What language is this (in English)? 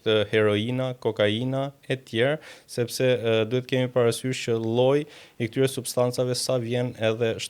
Albanian